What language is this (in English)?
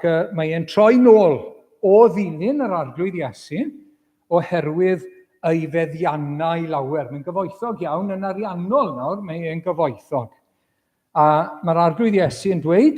Welsh